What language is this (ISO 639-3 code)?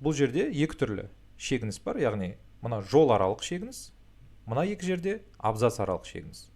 kaz